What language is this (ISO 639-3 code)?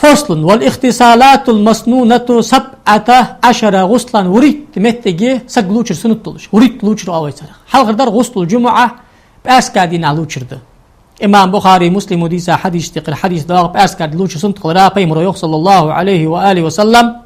inh